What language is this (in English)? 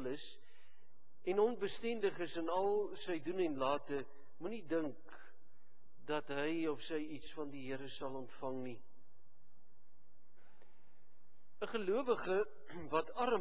Afrikaans